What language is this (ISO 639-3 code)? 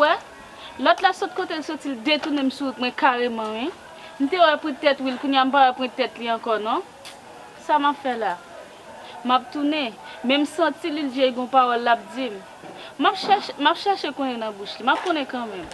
hat